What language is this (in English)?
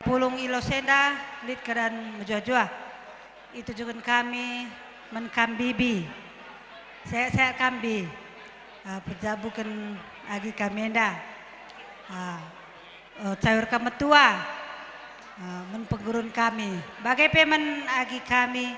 Batak Karo